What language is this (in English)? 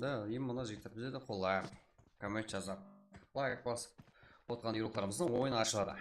Kara-Kalpak